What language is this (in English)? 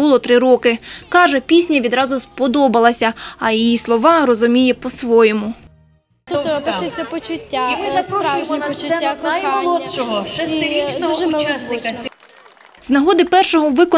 Ukrainian